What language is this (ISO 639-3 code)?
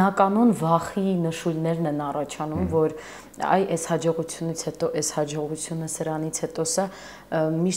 hye